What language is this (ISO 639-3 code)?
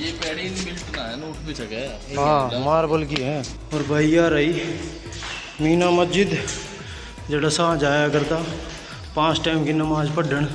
bgc